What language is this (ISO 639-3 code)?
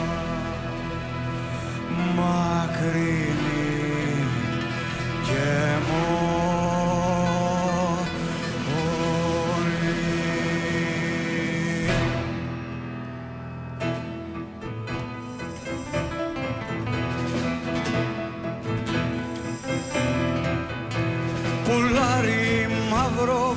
ell